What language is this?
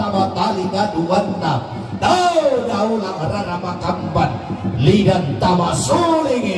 Toraja-Sa'dan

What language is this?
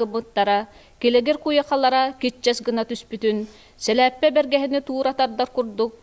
Yakut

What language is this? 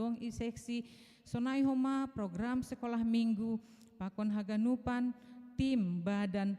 Batak Simalungun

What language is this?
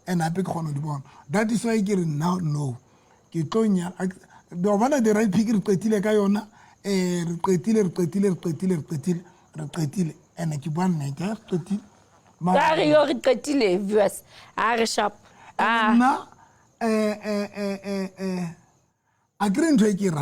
Southern Sotho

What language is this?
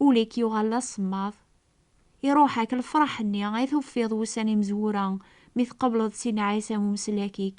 Kabyle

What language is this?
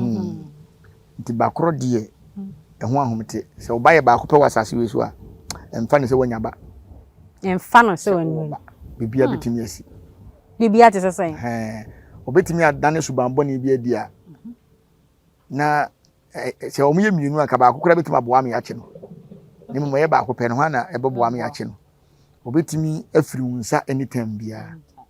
Akan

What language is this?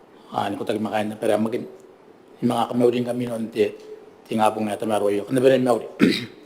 Gilbertese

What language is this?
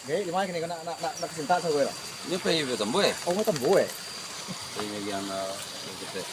Minangkabau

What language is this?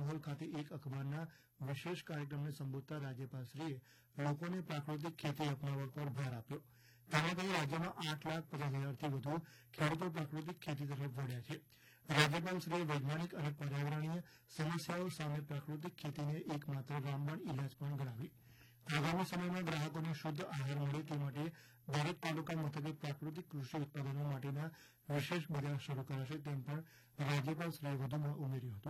Gujarati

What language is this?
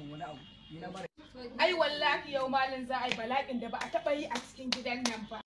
Hausa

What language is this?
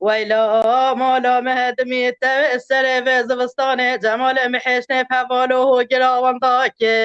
Kurdish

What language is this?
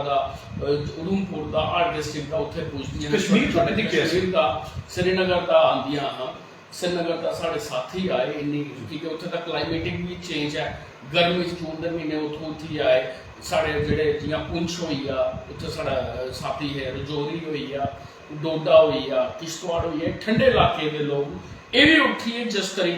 Dogri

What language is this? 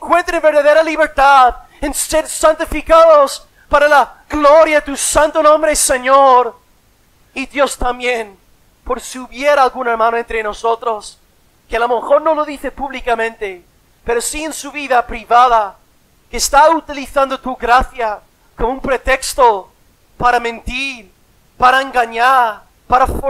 Spanish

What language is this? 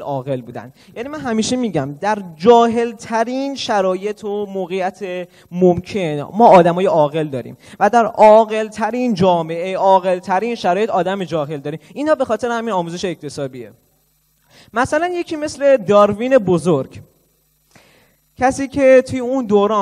Persian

